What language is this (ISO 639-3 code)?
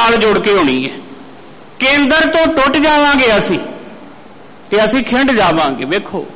pan